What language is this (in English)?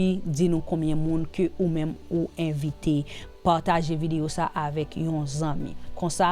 Haitian Creole